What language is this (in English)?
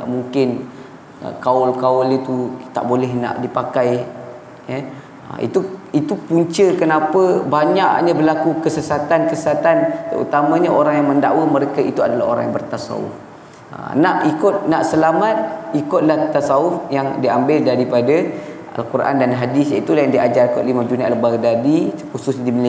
Malay